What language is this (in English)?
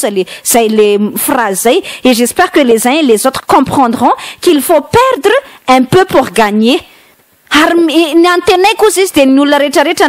Malagasy